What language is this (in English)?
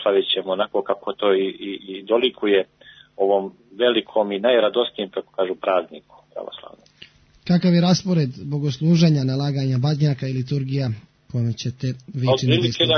Serbian